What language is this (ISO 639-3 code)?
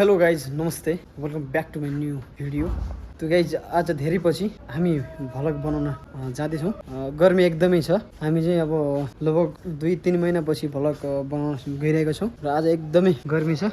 nep